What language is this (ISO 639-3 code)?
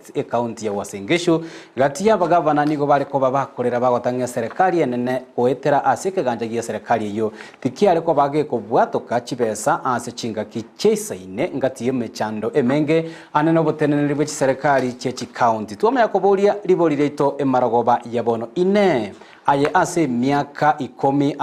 guz